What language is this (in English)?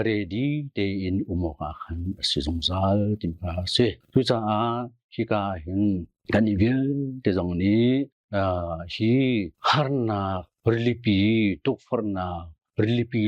Hakha Chin